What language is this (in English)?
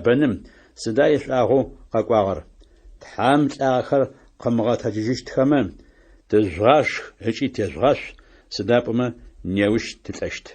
Adyghe